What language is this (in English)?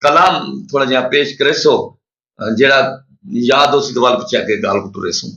Saraiki